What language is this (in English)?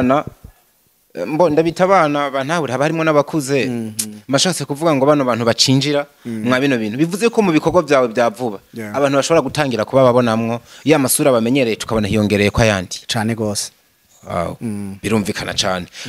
Rundi